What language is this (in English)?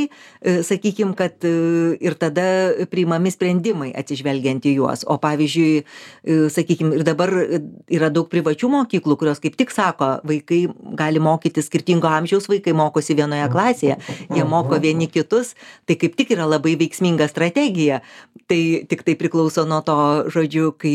Lithuanian